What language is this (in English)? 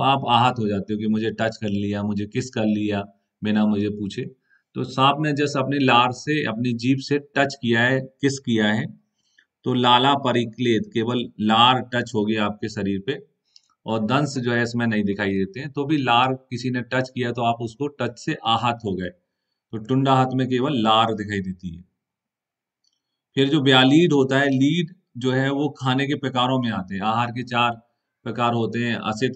Hindi